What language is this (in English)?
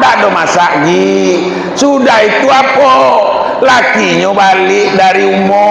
Minangkabau